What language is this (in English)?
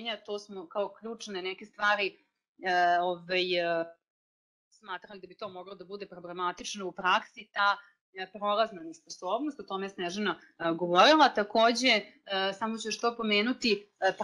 Serbian